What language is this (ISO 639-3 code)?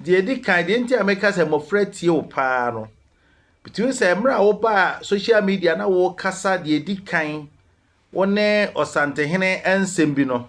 aka